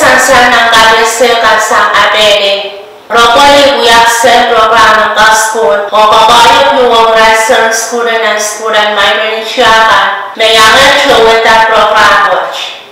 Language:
Pohnpeian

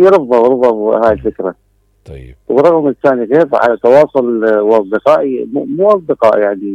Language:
Mesopotamian Arabic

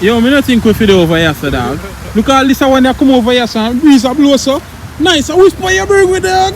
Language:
Jamaican Creole English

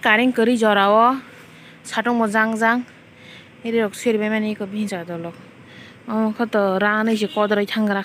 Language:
Kok Borok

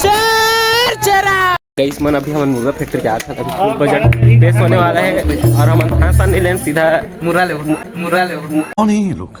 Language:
Chhattisgarhi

